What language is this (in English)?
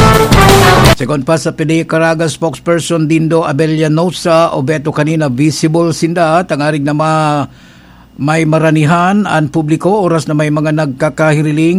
Bikol